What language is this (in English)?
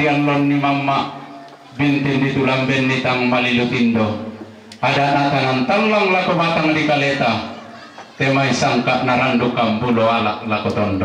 Toraja-Sa'dan